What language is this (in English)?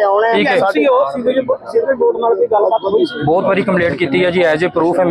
Punjabi